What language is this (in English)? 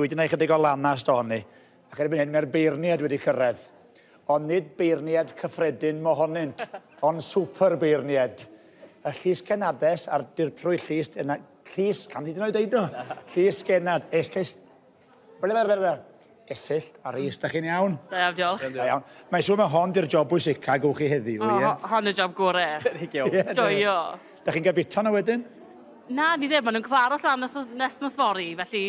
Welsh